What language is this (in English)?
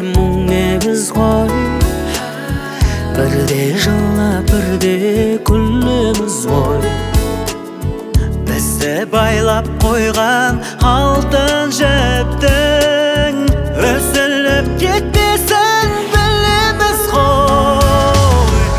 Kazakh